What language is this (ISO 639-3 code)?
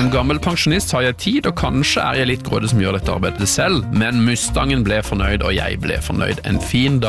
nor